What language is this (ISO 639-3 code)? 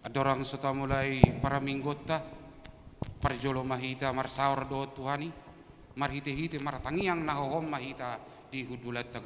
bbc